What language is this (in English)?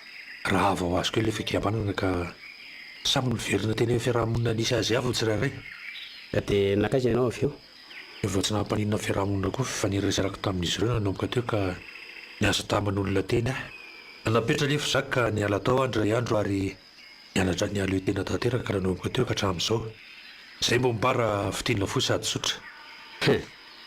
Malagasy